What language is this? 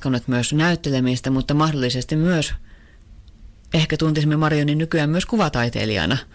Finnish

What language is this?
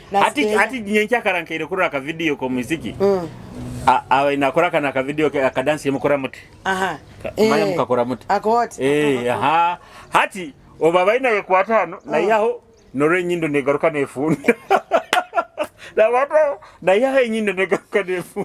Nyoro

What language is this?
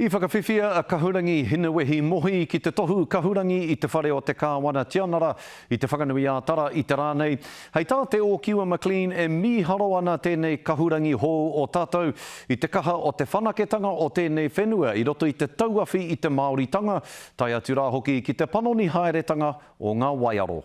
Māori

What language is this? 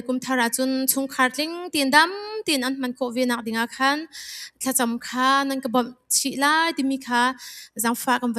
Hakha Chin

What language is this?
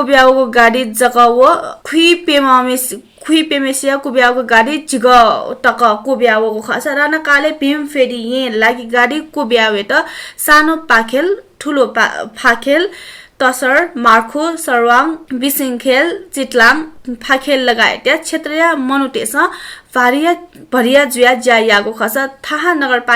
Newari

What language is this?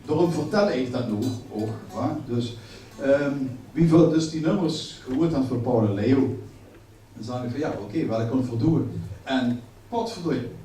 Limburgish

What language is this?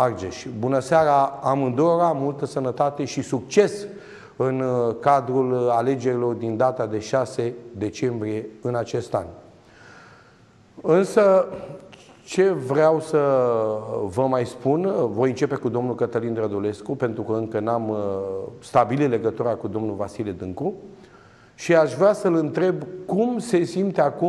Romanian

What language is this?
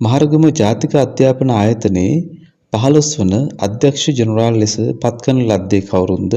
Sinhala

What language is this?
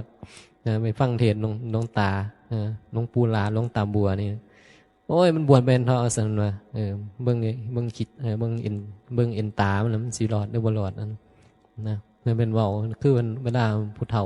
Northeastern Thai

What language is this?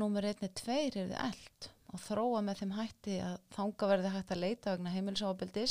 Icelandic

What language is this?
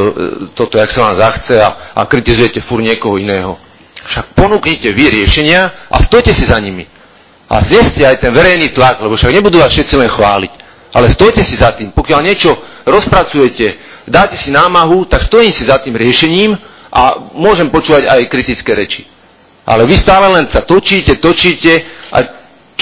Slovak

